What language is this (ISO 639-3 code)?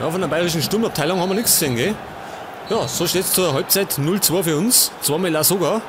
bar